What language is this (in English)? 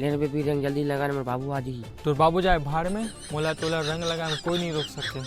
Chhattisgarhi